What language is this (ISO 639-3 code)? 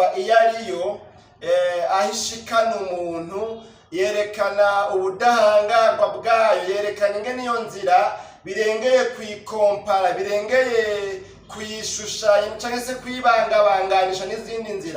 run